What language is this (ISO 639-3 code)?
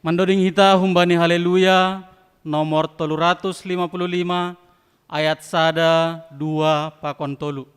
bts